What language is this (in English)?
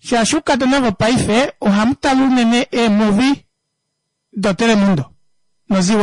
Kuanyama